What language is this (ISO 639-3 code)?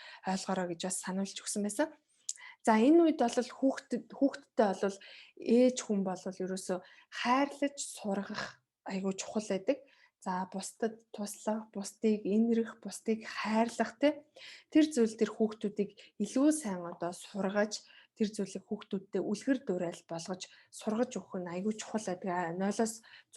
mon